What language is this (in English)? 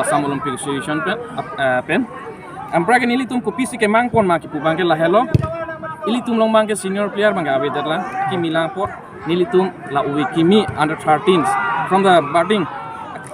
Karbi